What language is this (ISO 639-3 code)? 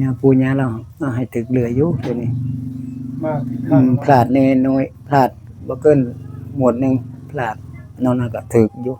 tts